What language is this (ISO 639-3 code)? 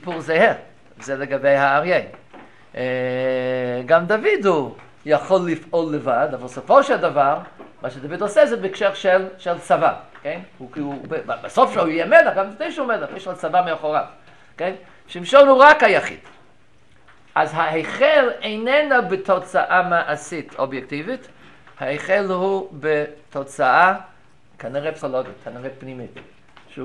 heb